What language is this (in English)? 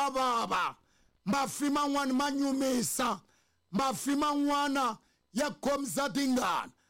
Tsonga